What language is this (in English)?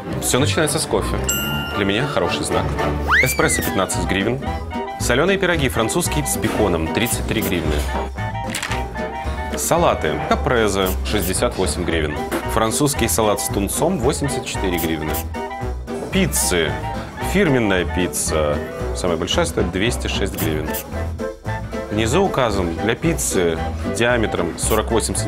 Russian